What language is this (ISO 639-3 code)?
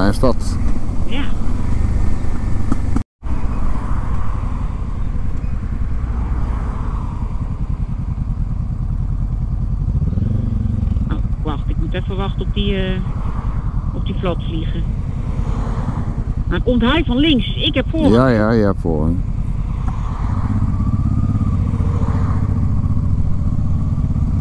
nld